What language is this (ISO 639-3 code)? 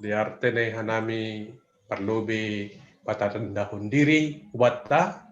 bts